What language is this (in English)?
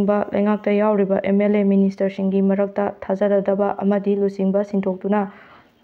Manipuri